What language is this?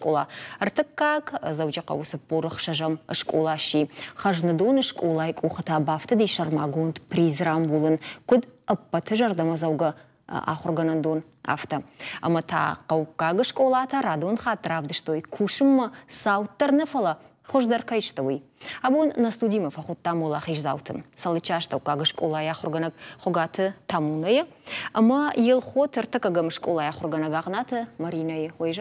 Ossetic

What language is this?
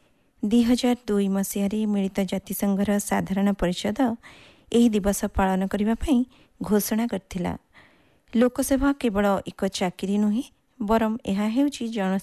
Odia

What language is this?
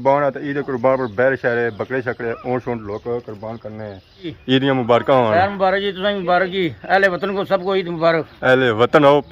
Pahari-Potwari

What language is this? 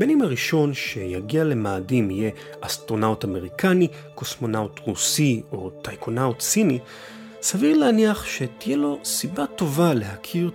Hebrew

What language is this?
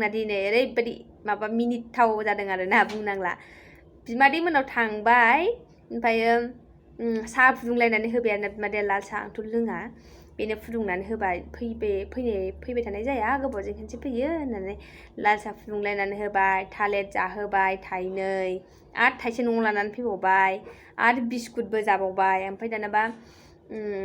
Bodo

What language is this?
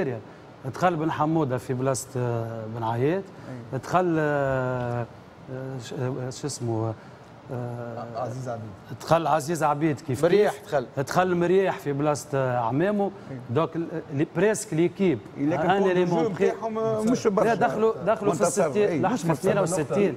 Tunisian Arabic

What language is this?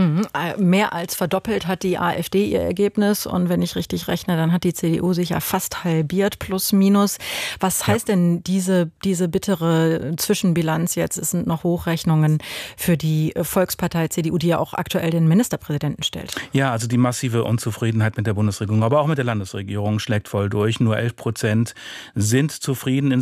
German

